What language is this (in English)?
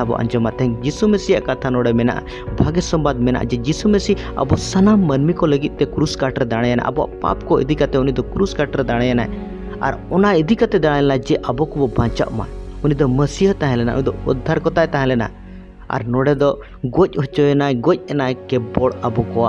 Santali